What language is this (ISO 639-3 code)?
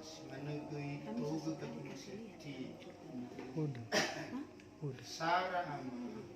nia